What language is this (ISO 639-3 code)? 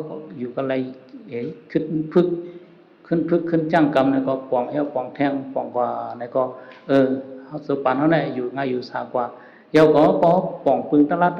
shn